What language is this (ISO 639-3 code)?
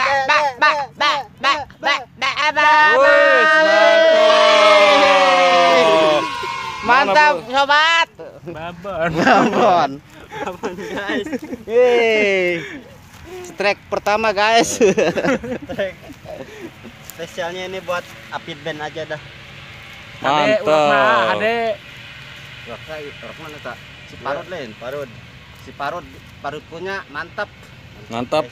ind